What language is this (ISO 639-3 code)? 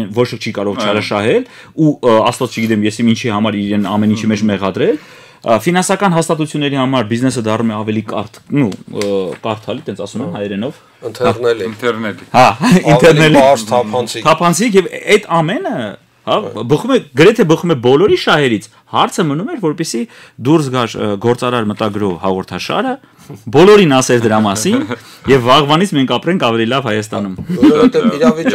hye